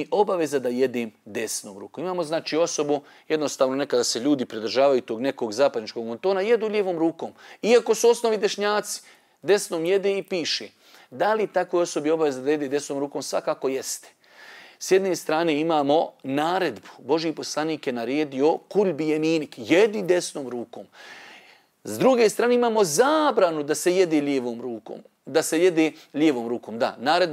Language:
Bosnian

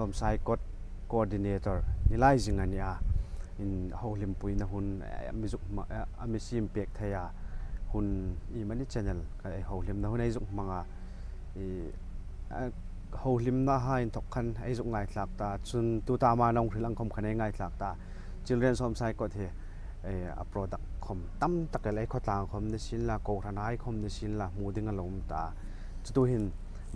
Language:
Hmar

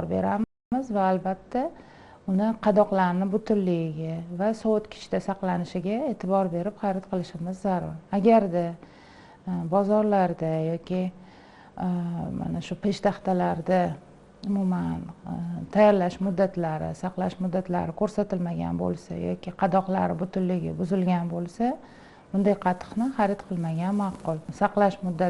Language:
Uzbek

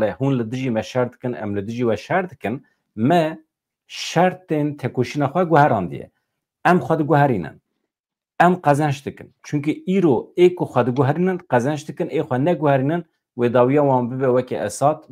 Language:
Kurdish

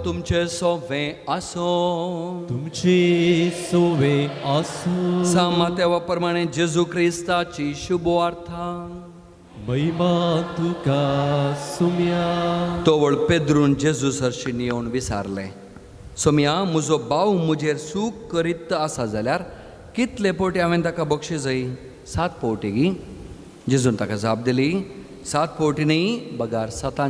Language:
Konkani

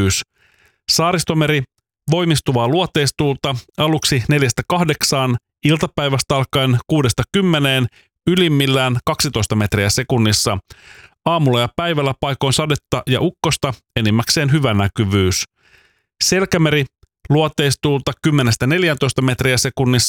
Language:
Finnish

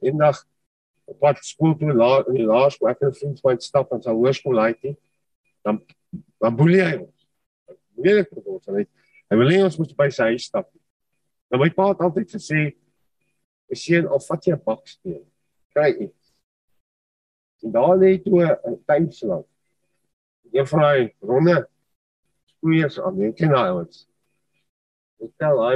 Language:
Afrikaans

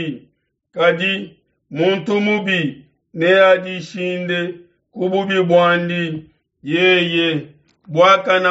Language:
Luba-Lulua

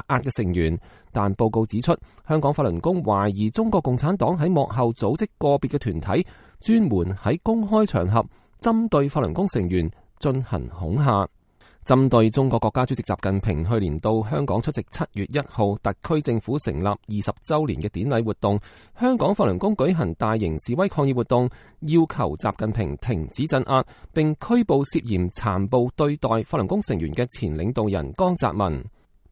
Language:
Cantonese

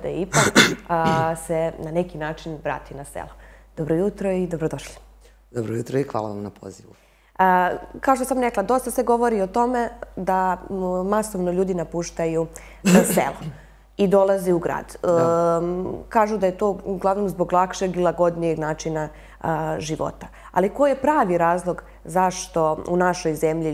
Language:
Serbian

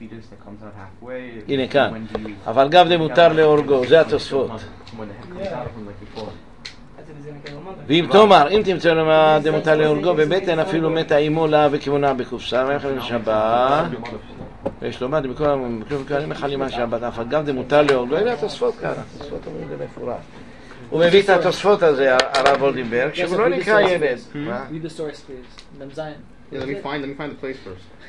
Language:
Hebrew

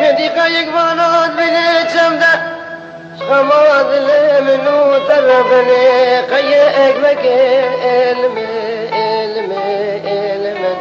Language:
Kurdish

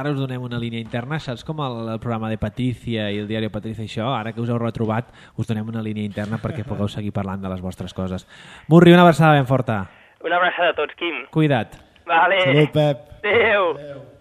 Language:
Catalan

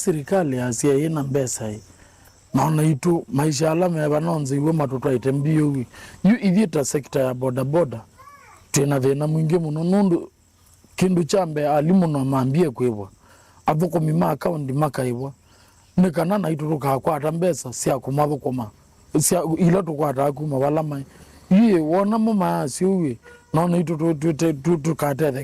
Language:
Kamba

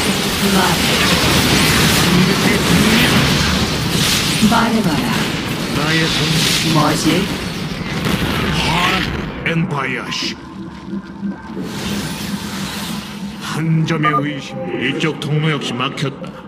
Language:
Korean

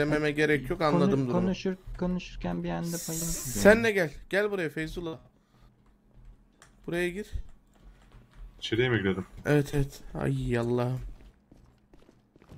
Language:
Turkish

